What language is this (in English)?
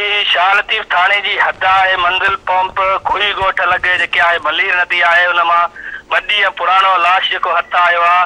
Sindhi